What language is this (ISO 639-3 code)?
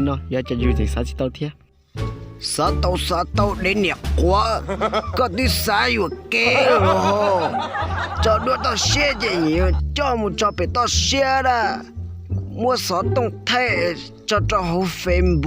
hmn